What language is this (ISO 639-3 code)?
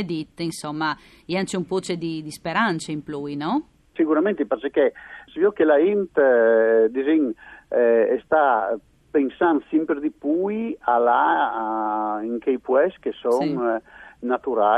fur